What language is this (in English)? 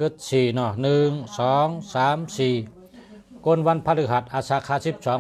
Shan